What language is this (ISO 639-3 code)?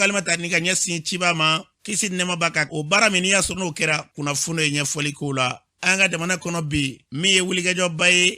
bam